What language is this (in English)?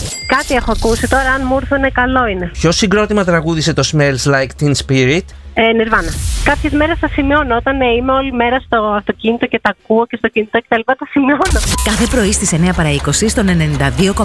Greek